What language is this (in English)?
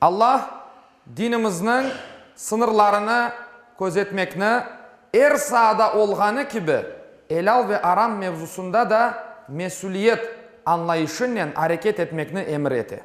Crimean Tatar